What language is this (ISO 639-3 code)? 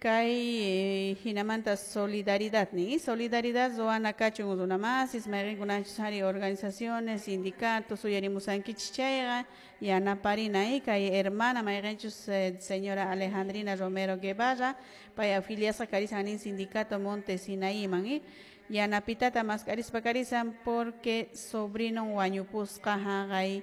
que